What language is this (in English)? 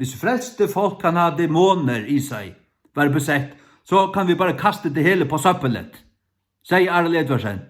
Faroese